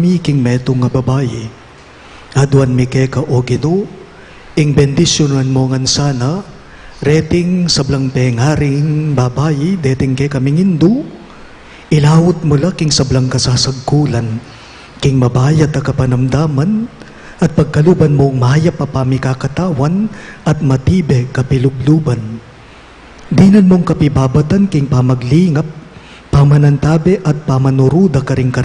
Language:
Pampanga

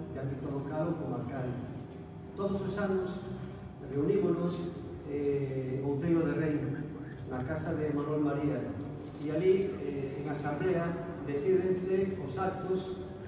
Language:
Galician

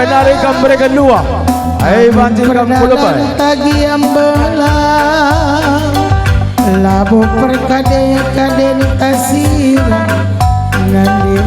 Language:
Batak Karo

